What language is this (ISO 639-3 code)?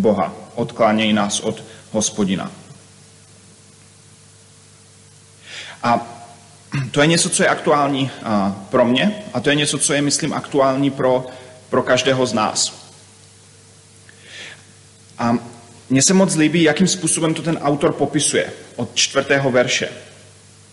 ces